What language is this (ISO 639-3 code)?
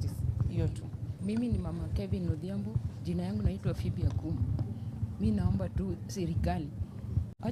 guz